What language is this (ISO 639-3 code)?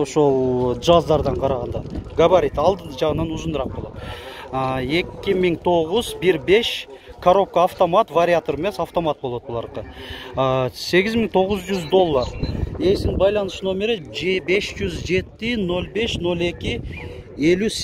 kir